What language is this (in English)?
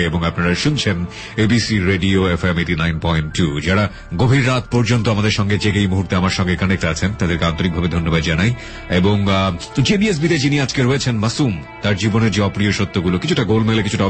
Bangla